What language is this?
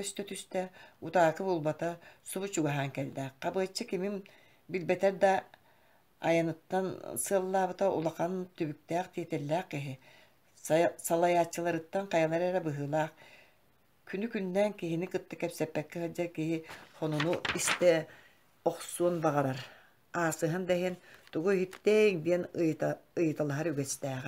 Yakut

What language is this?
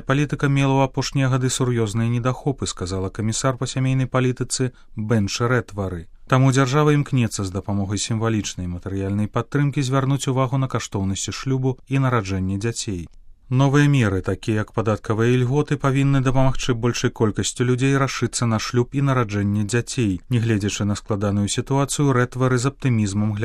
Belarusian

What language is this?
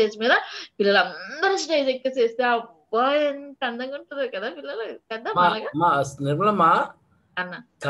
Telugu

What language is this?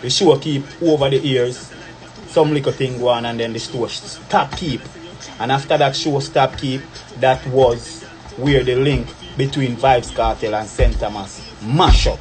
Jamaican Creole English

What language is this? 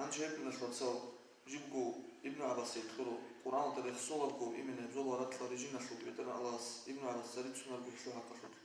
Avaric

